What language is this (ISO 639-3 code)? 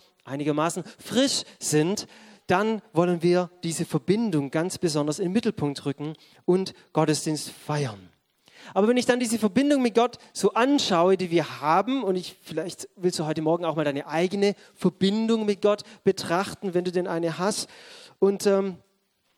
deu